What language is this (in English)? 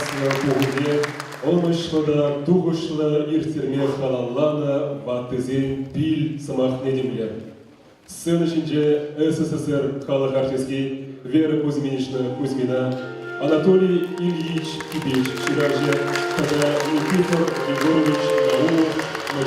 Chuvash